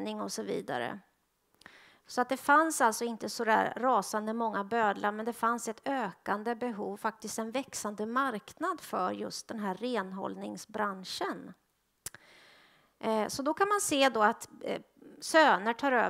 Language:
Swedish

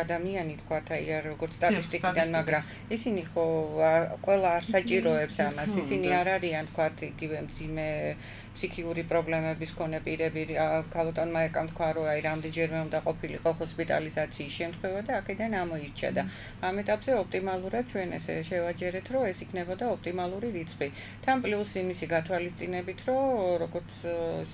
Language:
Georgian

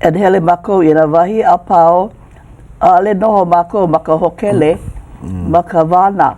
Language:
Hawaiian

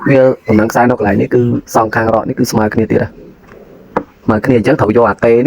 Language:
Khmer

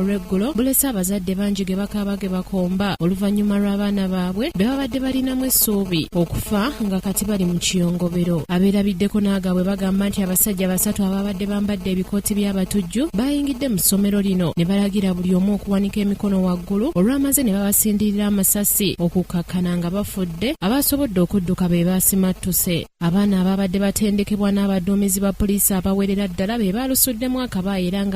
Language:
Ganda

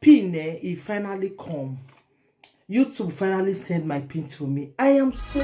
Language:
Nigerian Pidgin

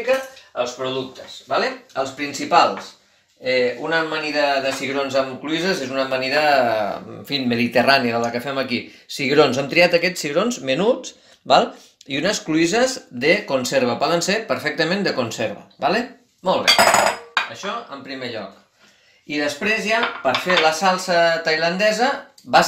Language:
Catalan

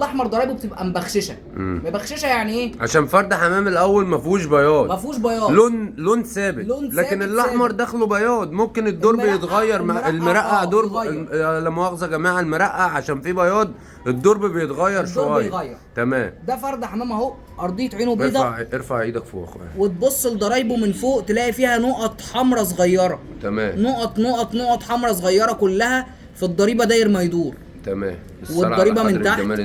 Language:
Egyptian Arabic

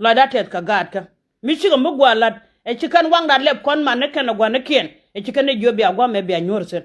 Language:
Nuer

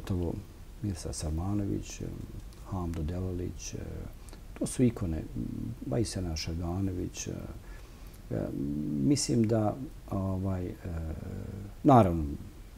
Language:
Bosnian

